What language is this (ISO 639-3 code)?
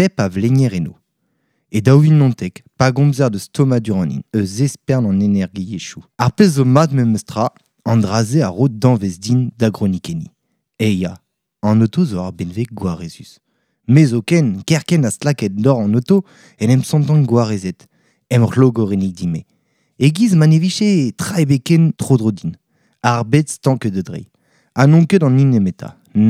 bre